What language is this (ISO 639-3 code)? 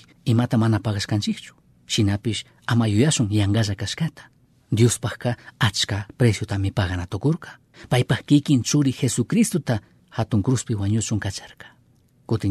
qug